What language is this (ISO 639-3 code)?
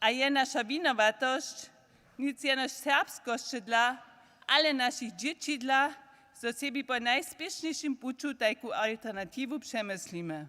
hsb